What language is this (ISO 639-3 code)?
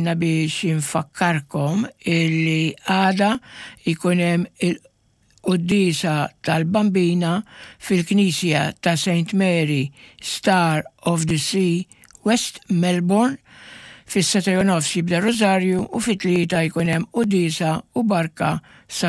mlt